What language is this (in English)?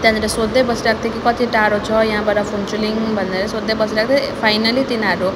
Nepali